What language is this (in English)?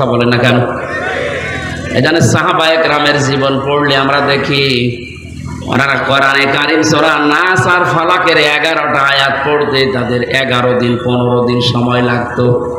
Bangla